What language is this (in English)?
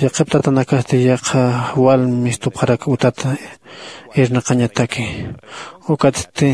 Aymara